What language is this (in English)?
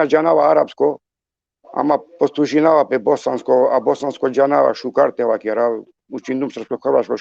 Balkan Romani